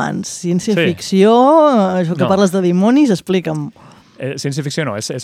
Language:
Catalan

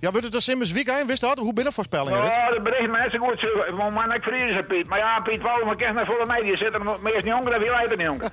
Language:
Western Frisian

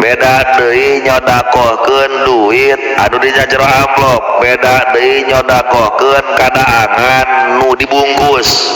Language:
Sundanese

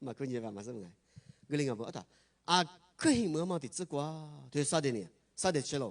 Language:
Lisu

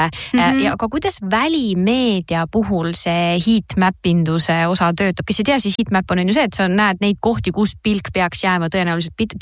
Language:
Estonian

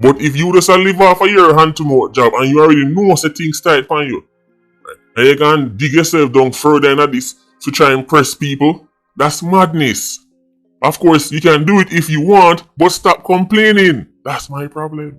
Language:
Jamaican Creole English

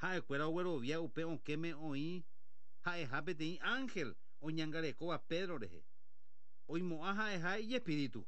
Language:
Guarani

